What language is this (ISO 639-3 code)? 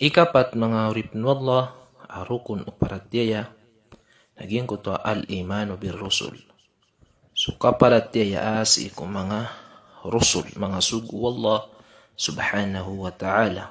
mrw